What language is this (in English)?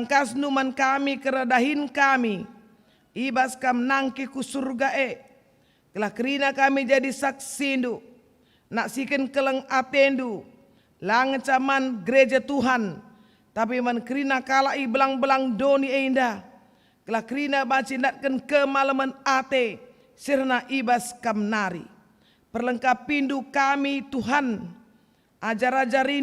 Batak Karo